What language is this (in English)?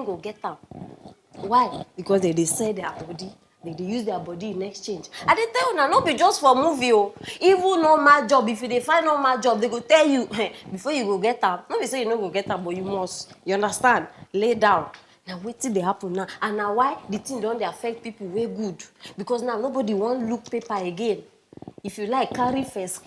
Nigerian Pidgin